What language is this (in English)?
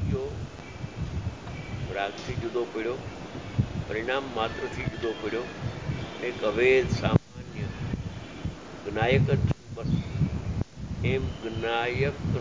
Gujarati